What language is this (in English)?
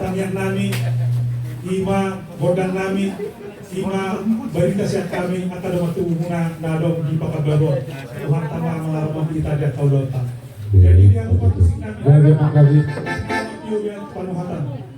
Batak Toba